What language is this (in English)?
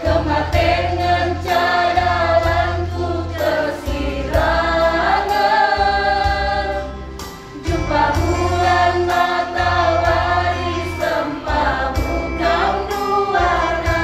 Batak Karo